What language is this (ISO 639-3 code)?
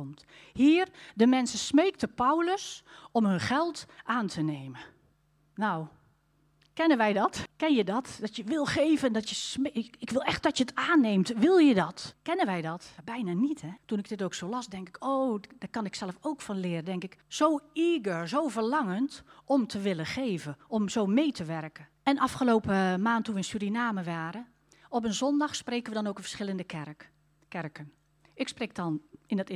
nld